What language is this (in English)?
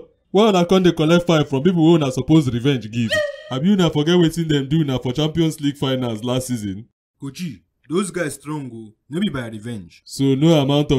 Nigerian Pidgin